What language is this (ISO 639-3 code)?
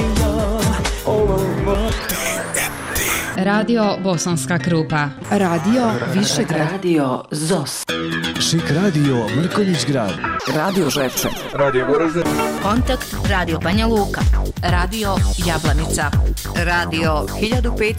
bos